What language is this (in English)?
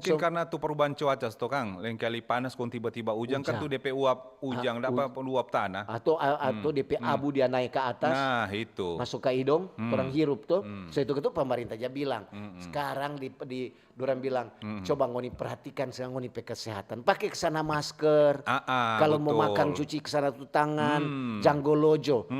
Manado Malay